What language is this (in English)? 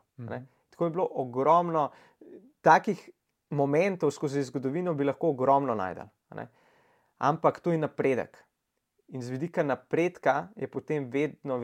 Slovenian